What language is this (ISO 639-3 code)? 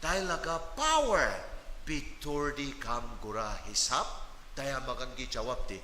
nag